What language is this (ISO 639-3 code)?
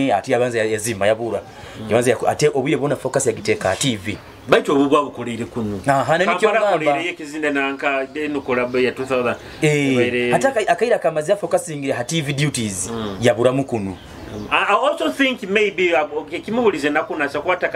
nyo